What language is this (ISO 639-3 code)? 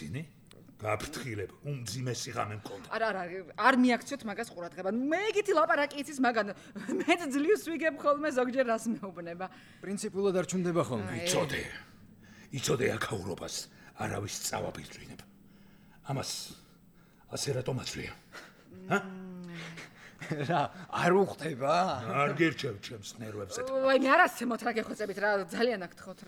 kat